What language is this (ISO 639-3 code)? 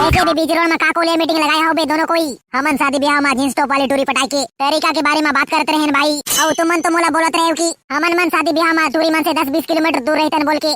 hne